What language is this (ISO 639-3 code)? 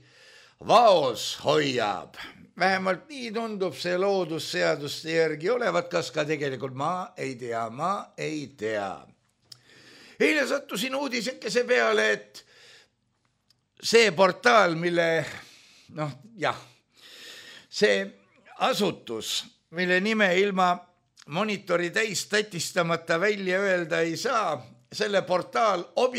est